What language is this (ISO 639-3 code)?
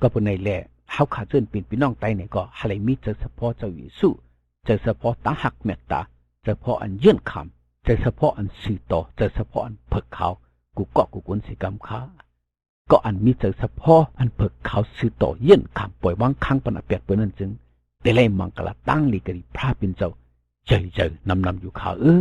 shn